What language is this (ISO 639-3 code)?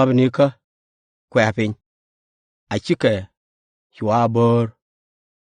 nus